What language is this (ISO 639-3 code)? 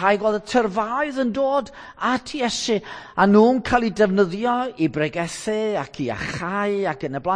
cym